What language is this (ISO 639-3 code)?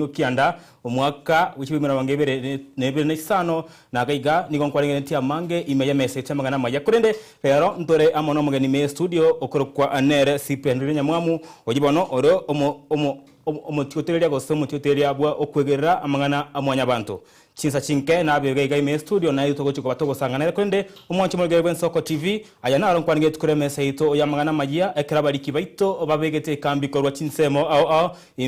guz